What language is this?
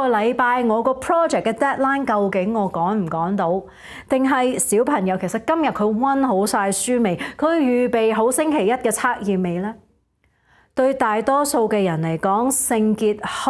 Cantonese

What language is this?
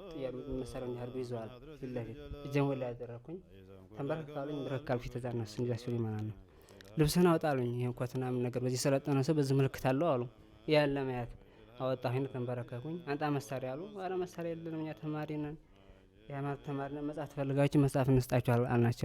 Amharic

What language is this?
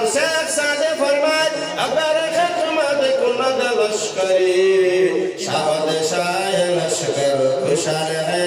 Sylheti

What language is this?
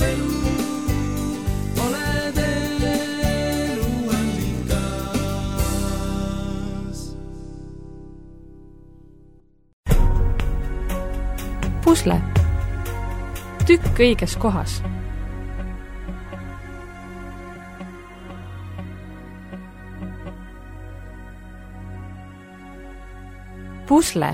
Estonian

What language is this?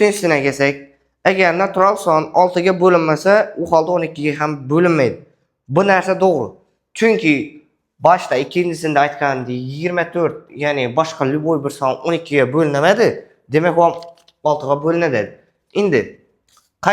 Uzbek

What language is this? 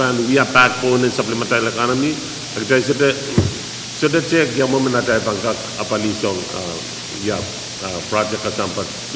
Pohnpeian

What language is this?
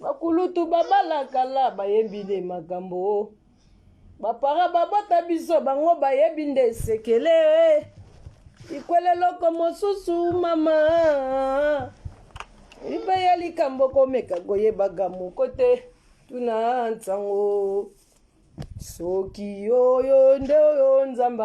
Lingala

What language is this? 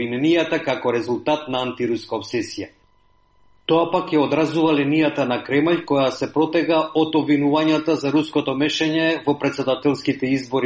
Macedonian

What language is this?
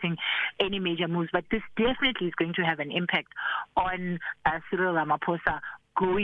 English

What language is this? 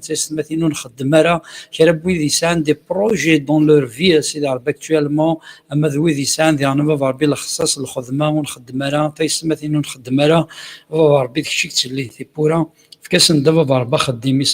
Kabyle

